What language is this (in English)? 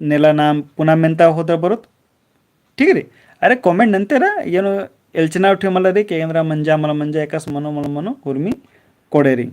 Kurukh